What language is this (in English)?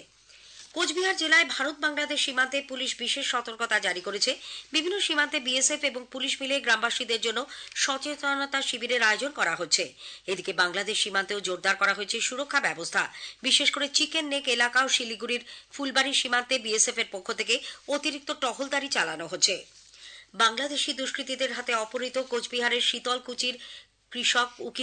Bangla